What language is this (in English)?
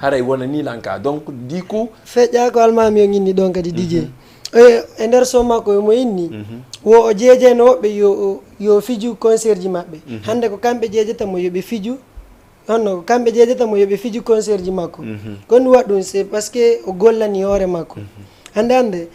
Fula